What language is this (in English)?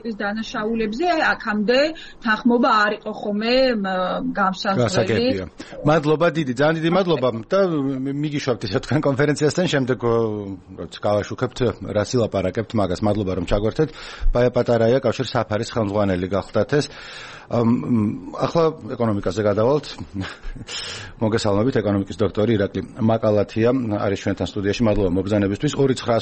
Georgian